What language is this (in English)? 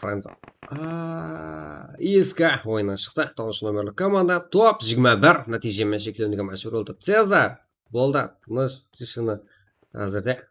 Kara-Kalpak